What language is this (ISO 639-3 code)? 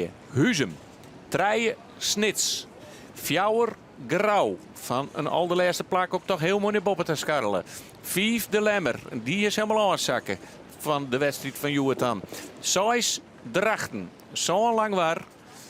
fry